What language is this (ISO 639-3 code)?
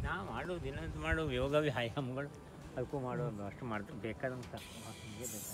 kan